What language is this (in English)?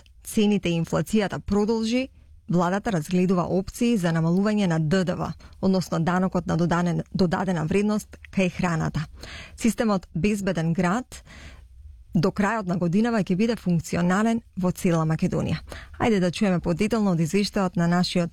Macedonian